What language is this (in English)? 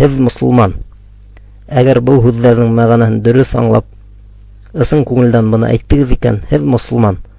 Bashkir